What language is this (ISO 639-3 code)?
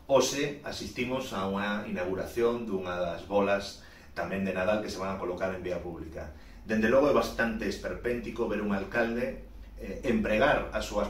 glg